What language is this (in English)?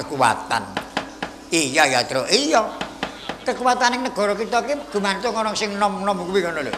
Javanese